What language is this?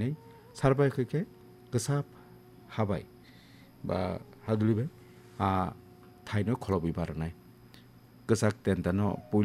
Kok Borok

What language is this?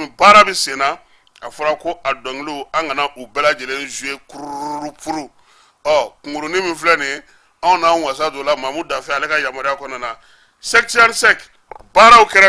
Bambara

